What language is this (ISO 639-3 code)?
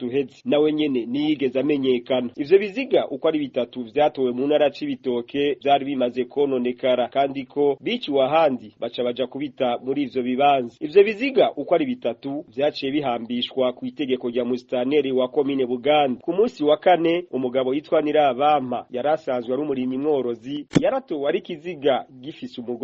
run